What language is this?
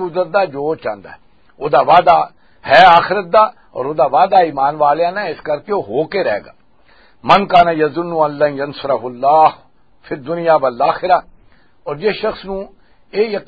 Western Panjabi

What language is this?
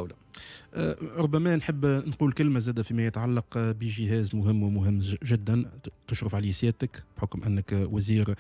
Tunisian Arabic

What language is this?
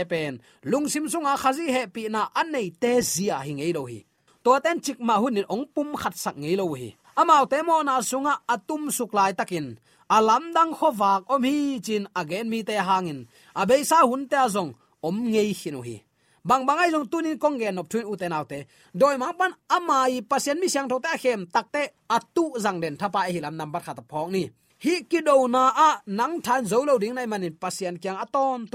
Tedim Chin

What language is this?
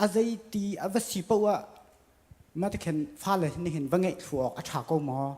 Hakha Chin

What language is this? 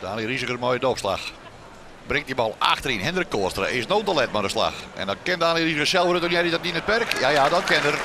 Western Frisian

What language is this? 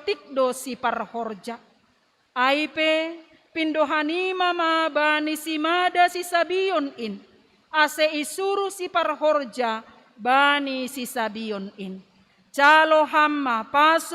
Batak Simalungun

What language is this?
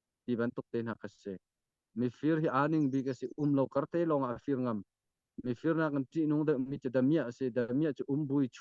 Hakha Chin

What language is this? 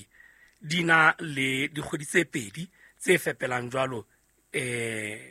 Southern Sotho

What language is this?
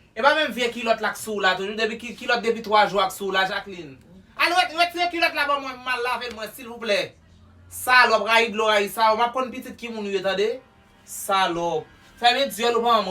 Haitian Creole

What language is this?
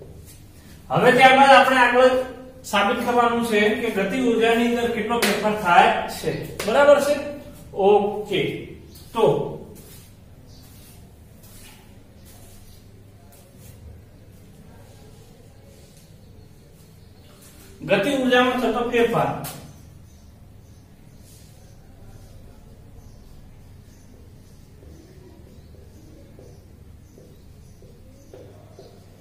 Gujarati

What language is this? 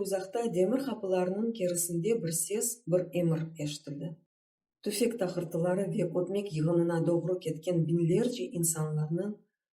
Crimean Tatar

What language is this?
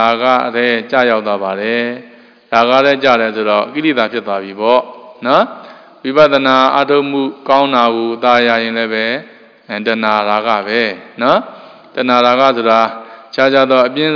Burmese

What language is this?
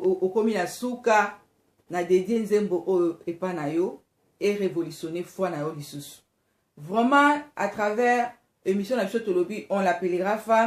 Lingala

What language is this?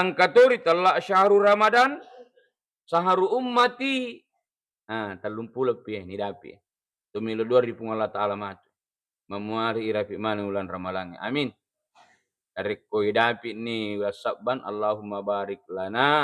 Buginese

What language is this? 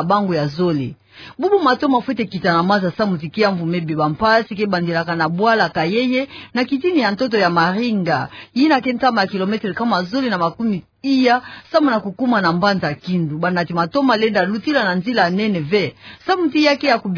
Kituba (Democratic Republic of Congo)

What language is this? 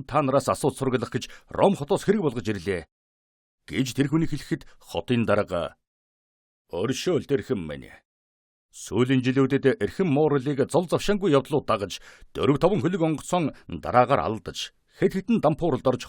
Mongolian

